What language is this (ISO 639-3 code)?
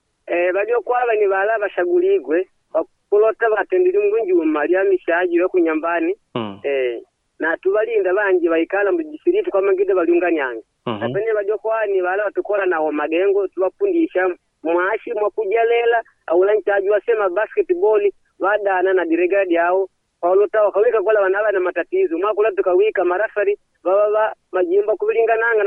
kde